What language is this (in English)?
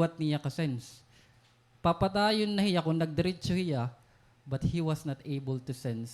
Waray